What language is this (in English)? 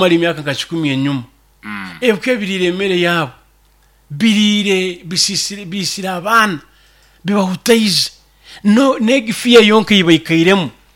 Nyoro